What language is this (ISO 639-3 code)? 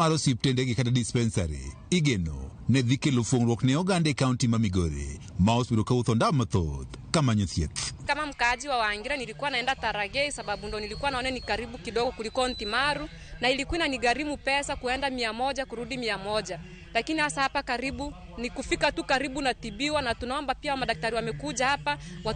luo